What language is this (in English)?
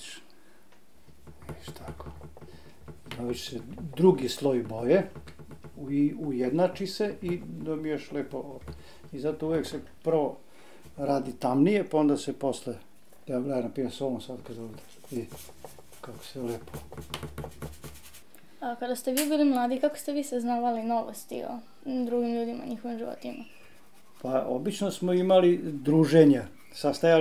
Serbian